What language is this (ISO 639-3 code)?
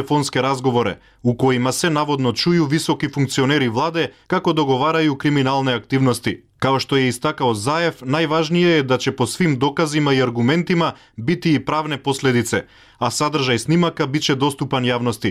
bos